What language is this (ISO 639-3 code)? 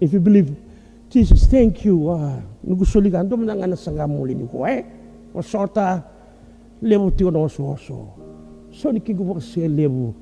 fij